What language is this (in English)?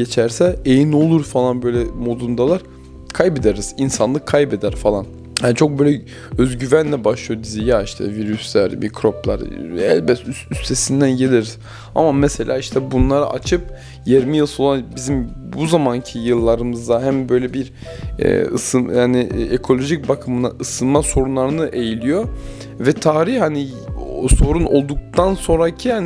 Turkish